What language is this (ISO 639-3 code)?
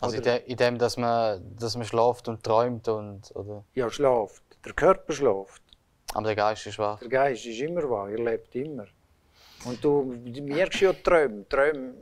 gsw